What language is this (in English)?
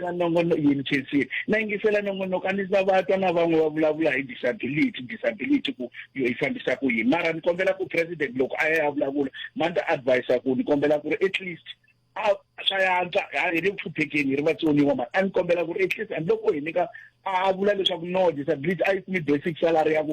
Tsonga